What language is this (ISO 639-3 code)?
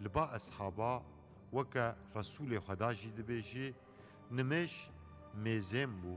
kur